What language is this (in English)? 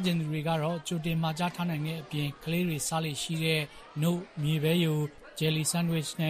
Burmese